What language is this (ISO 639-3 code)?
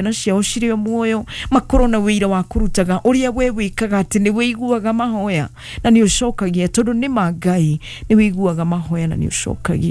kik